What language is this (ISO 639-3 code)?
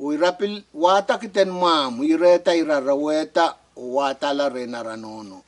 pon